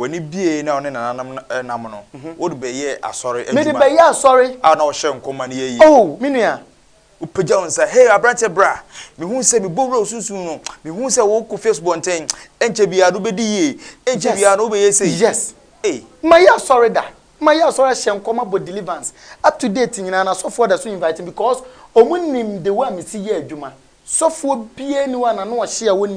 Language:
Akan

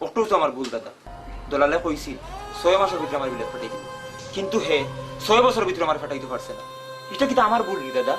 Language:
Sylheti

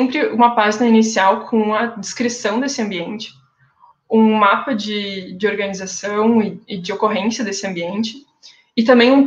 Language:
Portuguese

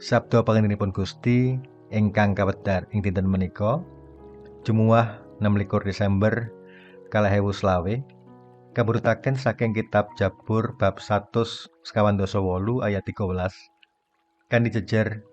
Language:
Javanese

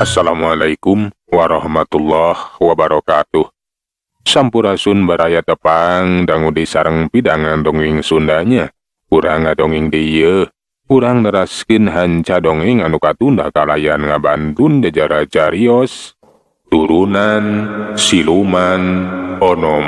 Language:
Sundanese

